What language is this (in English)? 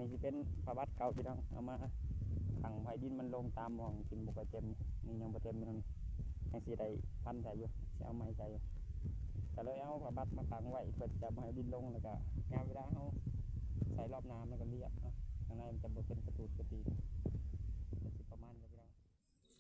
Lao